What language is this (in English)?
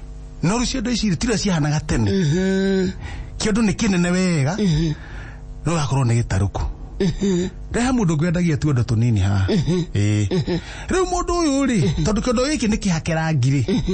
Kikuyu